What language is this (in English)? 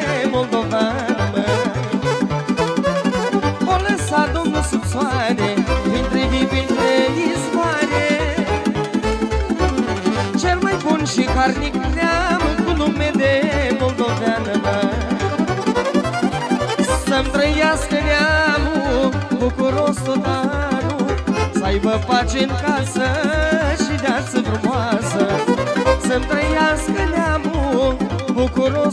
Romanian